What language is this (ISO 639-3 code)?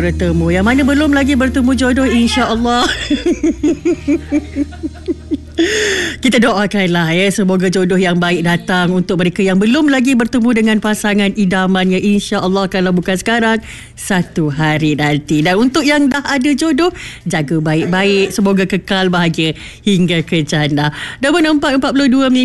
msa